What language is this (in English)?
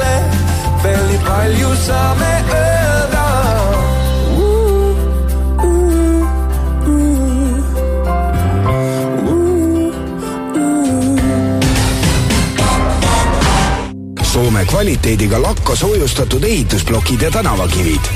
Estonian